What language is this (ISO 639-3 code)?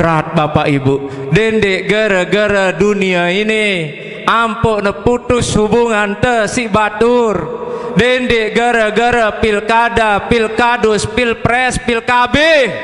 sas